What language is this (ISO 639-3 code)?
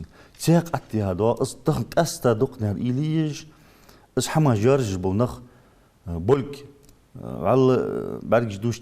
inh